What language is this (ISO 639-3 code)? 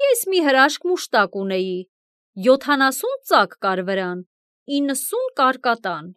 hye